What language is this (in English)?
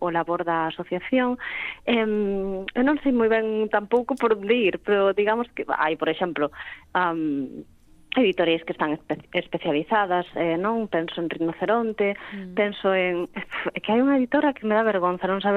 Galician